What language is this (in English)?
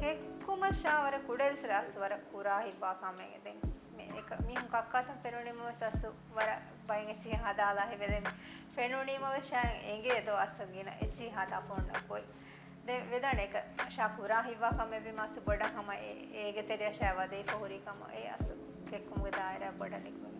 Divehi